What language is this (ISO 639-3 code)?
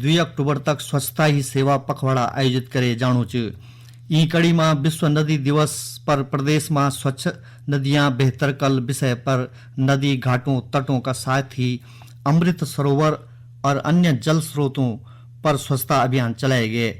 gbm